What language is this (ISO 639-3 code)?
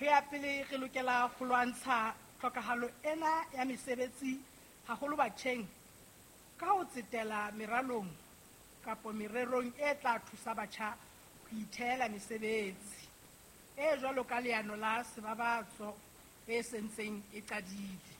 sot